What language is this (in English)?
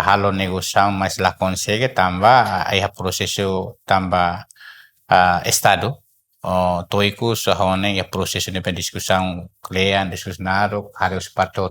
Tetum